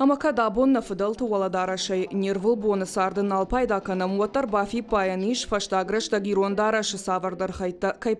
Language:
Ossetic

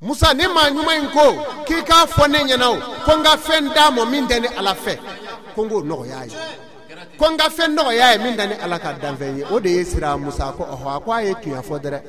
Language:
Bambara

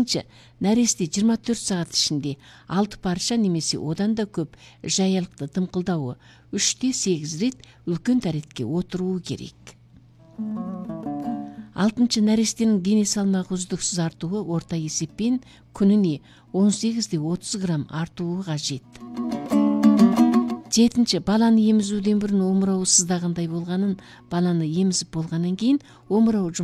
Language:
Kazakh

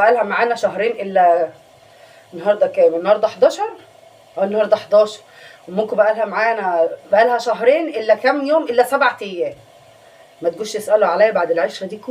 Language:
Egyptian Arabic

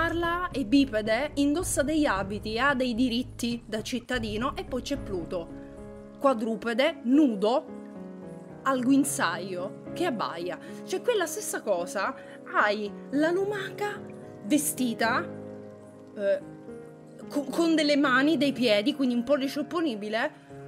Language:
Italian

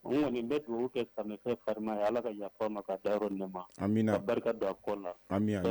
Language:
Bambara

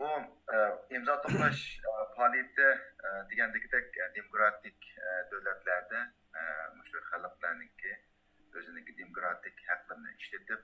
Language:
Uyghur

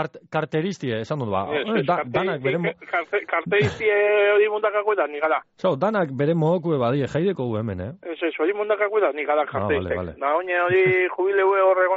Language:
Basque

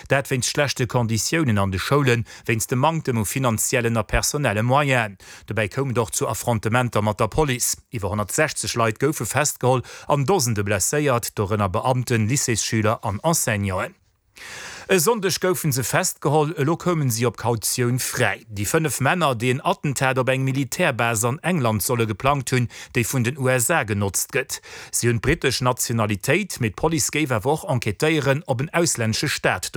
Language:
Luxembourgish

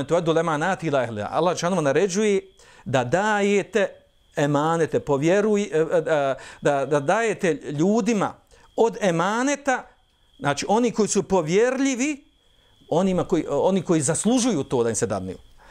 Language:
Bosnian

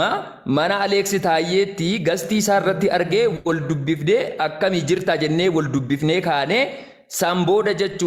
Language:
Oromo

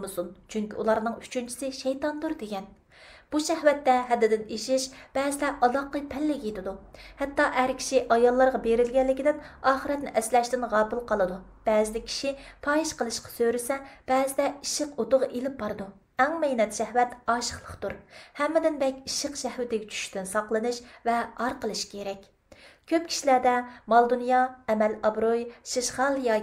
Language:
Uyghur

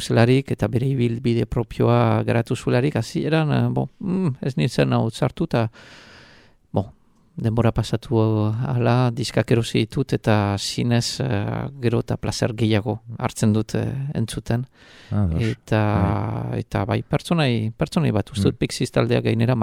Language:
Basque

